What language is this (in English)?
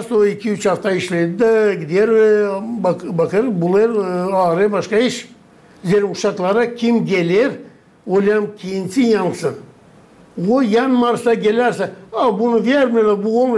Gagauz